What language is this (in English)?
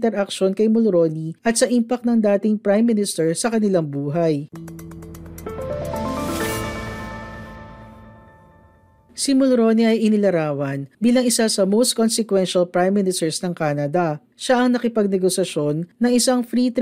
Filipino